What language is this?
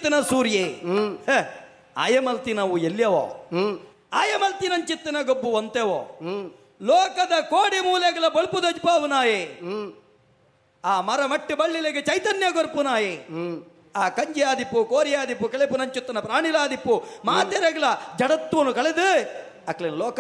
Tulu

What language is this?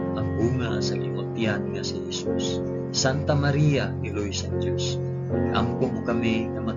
Hiligaynon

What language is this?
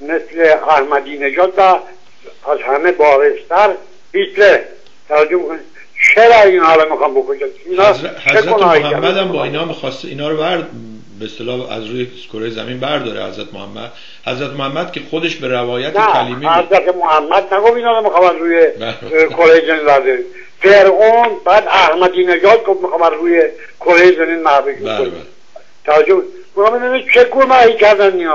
Persian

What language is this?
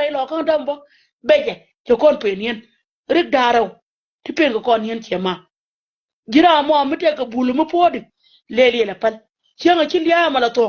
Nuer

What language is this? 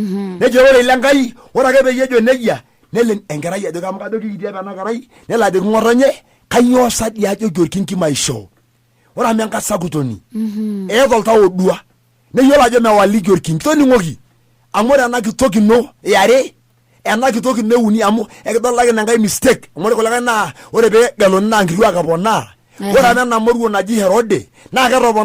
Masai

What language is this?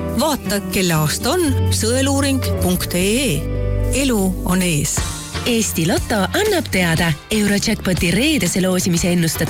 Estonian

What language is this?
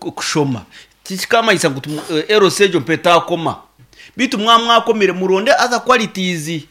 Nyankole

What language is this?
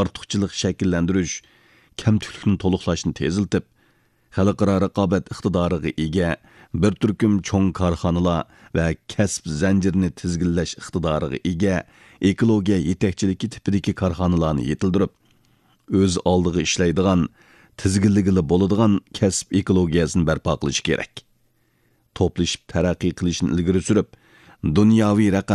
Uyghur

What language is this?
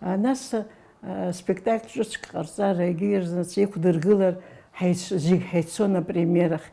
Abkhazian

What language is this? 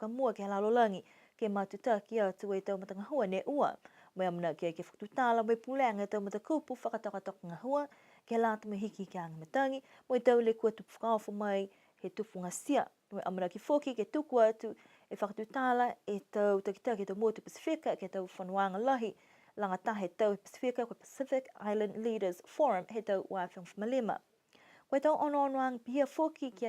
Niuean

